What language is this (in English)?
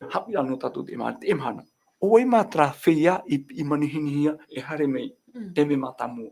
Tahitian